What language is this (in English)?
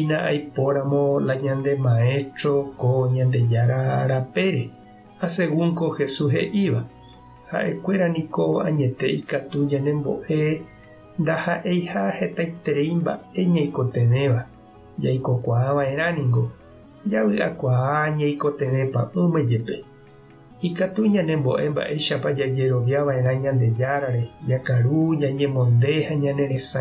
Guarani